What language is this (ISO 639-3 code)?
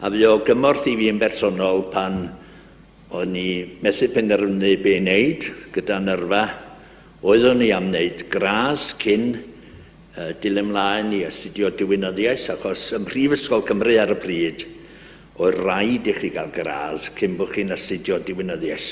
cym